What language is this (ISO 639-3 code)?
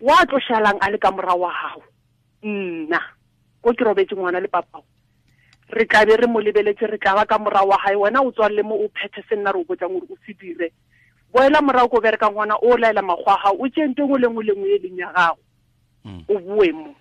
tsn